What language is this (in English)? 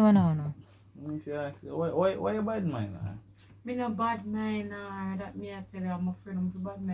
Jamaican Creole English